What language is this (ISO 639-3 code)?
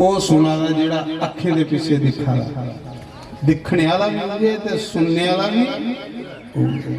doi